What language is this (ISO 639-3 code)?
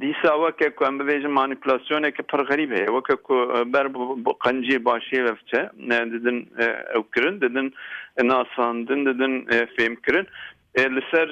kur